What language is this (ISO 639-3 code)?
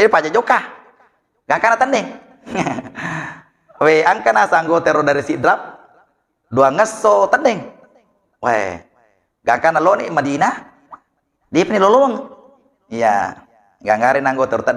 bug